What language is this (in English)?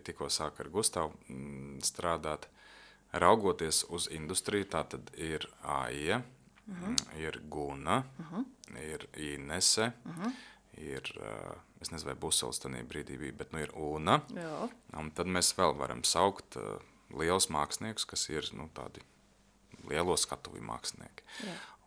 Latvian